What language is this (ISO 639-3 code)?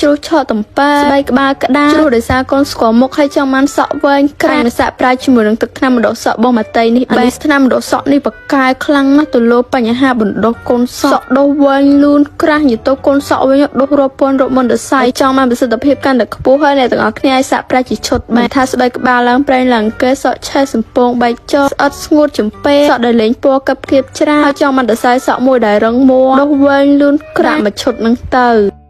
khm